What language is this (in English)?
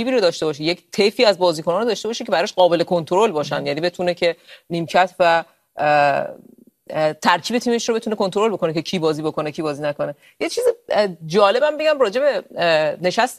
Persian